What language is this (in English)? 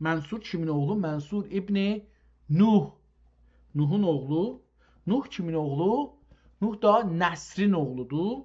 South Azerbaijani